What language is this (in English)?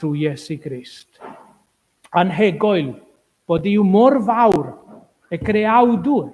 Welsh